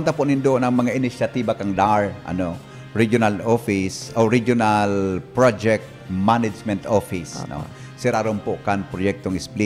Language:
Bikol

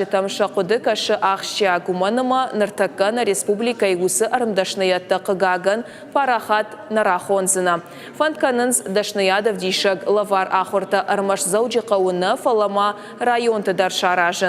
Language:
Ossetic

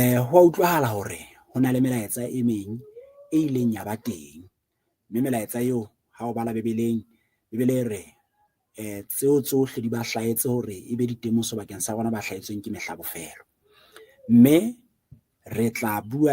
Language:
Southern Sotho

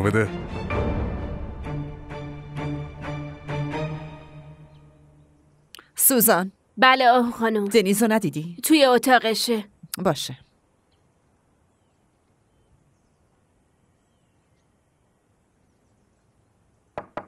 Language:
Persian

